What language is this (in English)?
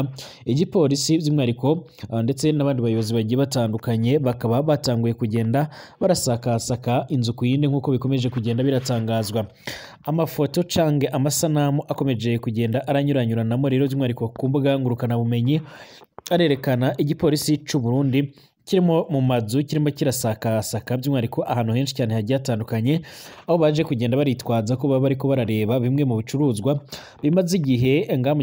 Rundi